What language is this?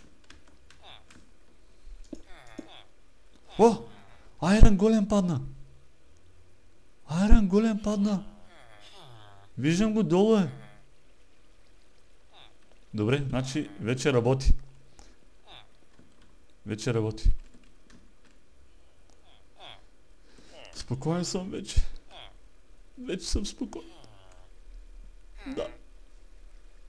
Bulgarian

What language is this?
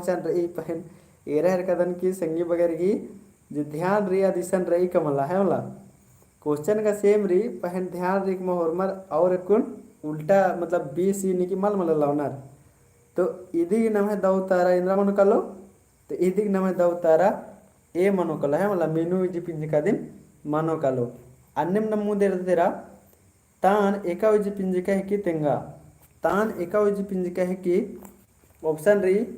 Kurukh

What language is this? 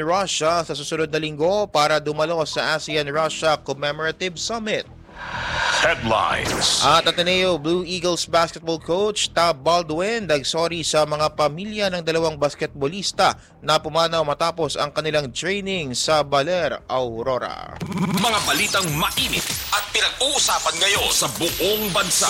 Filipino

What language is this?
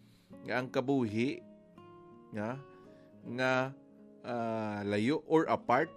Hiligaynon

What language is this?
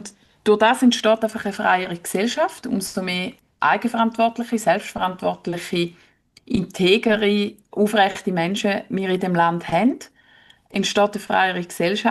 Swiss German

